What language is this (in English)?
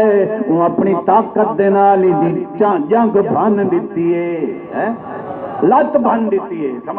Saraiki